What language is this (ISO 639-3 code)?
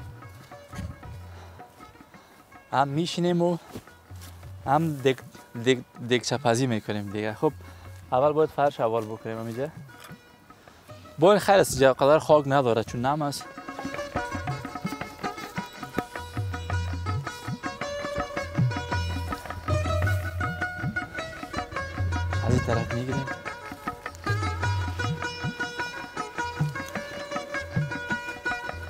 fas